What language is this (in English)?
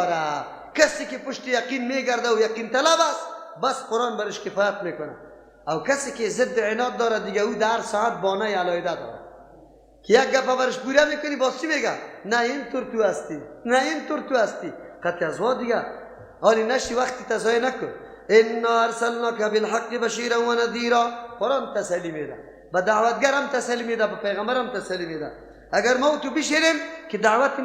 Persian